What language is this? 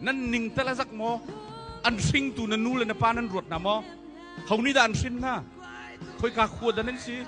Hakha Chin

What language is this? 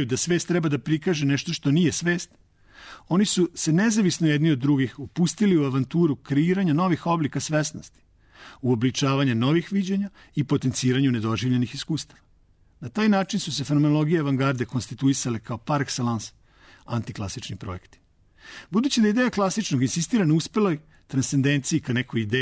Serbian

